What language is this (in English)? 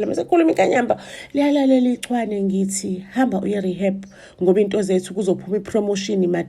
Zulu